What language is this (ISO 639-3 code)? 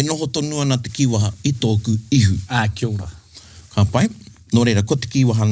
mri